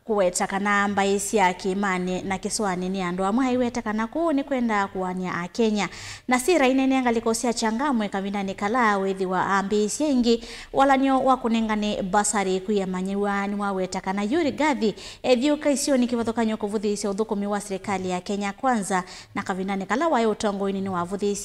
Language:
Kamba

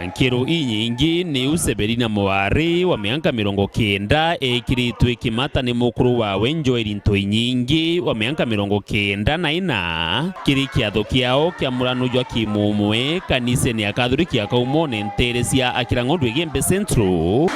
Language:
Meru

